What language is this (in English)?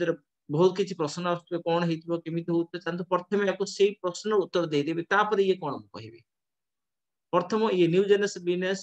Odia